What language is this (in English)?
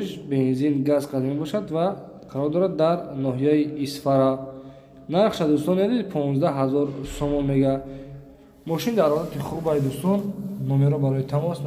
Tajik